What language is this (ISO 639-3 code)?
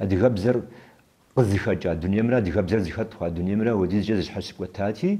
kbd